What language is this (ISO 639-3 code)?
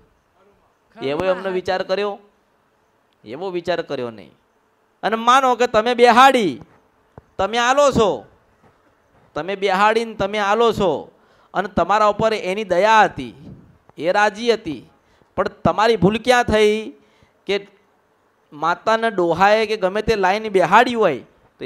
guj